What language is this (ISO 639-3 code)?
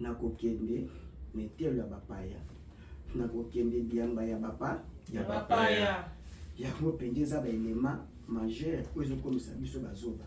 lin